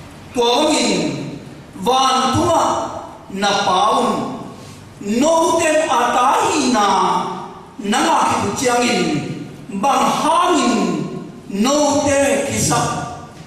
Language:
Tedim Chin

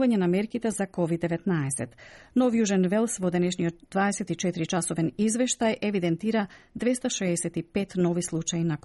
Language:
Macedonian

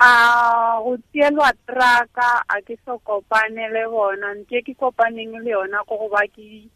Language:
Tswana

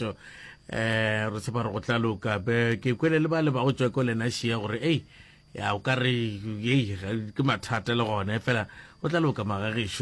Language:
Northern Sotho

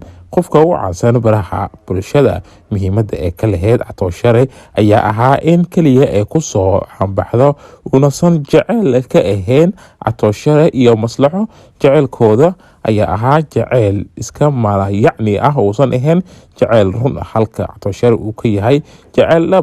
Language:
Somali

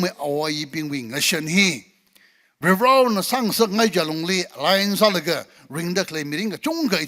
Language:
Tangkhul Naga (India)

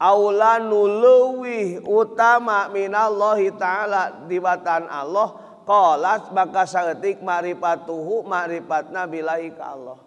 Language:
Sundanese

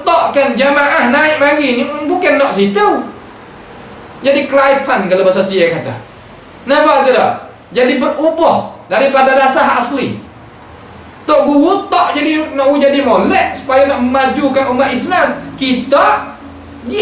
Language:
Malay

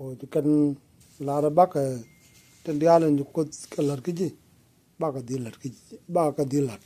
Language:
Nuer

